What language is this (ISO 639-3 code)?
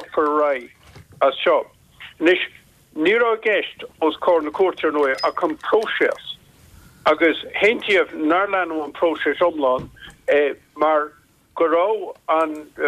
gle